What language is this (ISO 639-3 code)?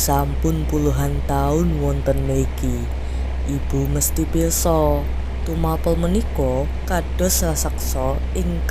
jav